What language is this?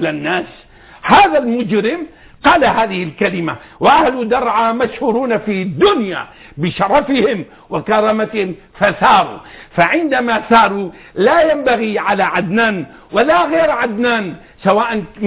Arabic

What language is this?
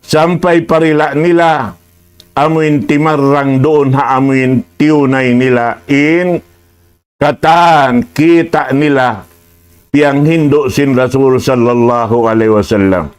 Tausug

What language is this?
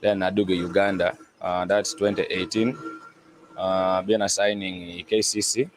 Acoli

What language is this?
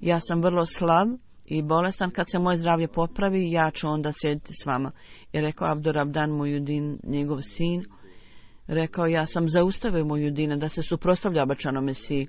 Bosnian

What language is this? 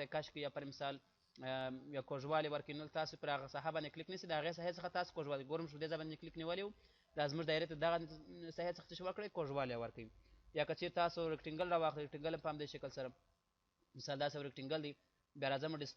Pashto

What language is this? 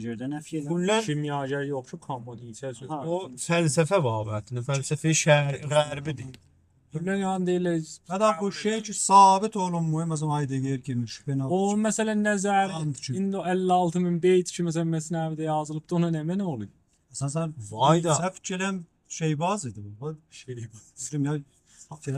South Azerbaijani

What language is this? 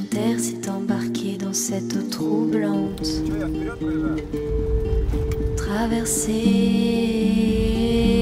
Russian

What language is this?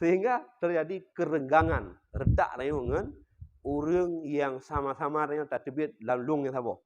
Achinese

